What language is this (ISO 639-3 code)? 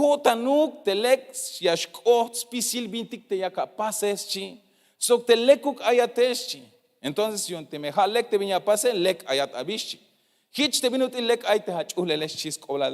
tzh